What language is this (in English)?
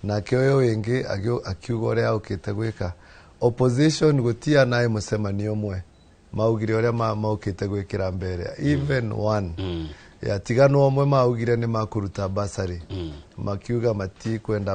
Kikuyu